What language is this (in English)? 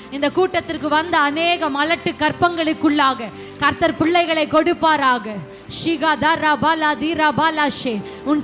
Tamil